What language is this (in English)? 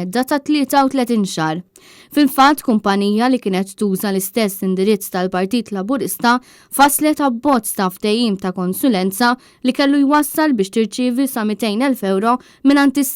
Maltese